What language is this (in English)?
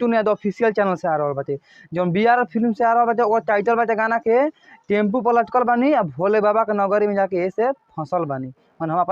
Bhojpuri